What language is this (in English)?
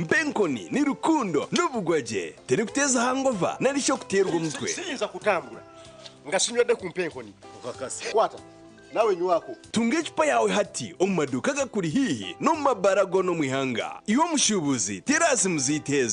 Nyankole